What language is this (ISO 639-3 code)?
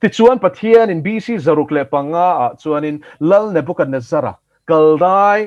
lus